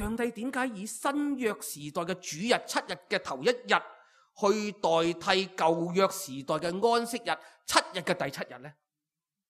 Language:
Cantonese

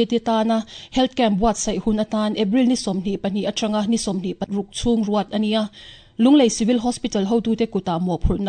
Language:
Mizo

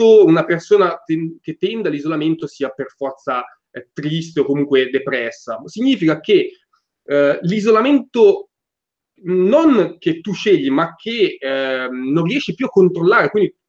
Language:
Italian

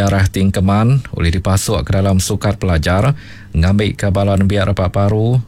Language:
Iban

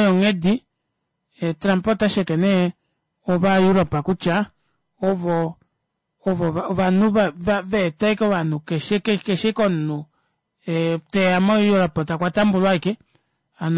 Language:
Kuanyama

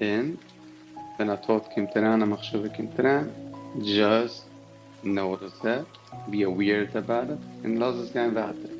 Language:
Yiddish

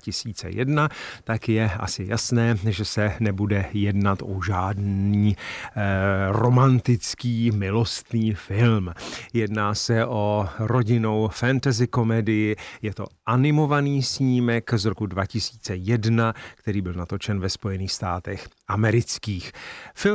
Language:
Czech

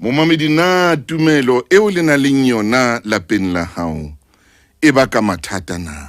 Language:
Southern Sotho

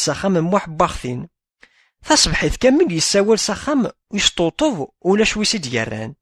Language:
Kabyle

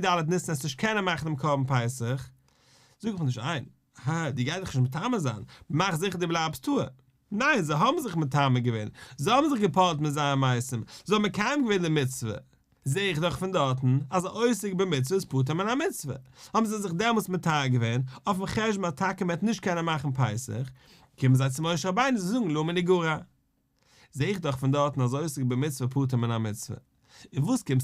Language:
Yiddish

